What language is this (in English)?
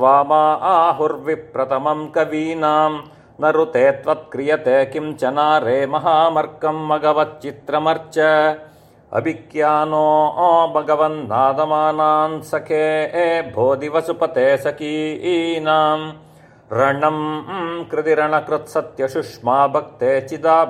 Sanskrit